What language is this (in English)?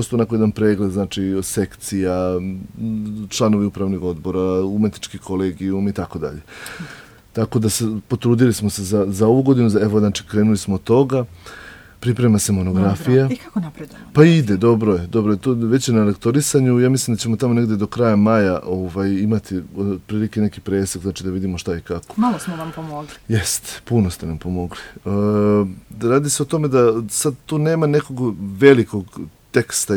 Serbian